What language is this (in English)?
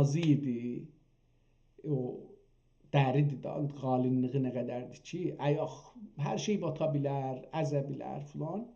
South Azerbaijani